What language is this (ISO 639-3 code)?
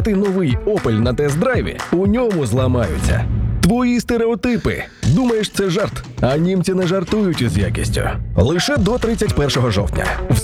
ukr